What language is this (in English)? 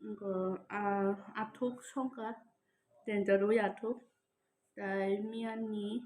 Kok Borok